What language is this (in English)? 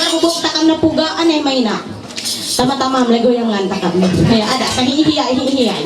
Ma'anyan